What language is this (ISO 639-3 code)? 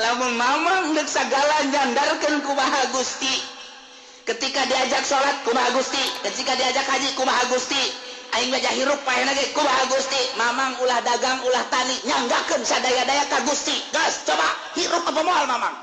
sun